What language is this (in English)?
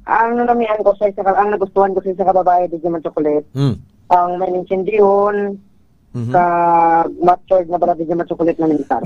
Hiligaynon